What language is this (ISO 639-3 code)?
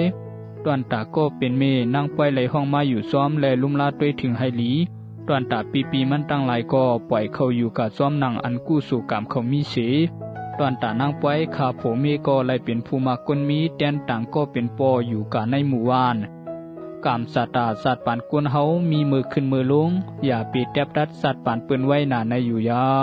shn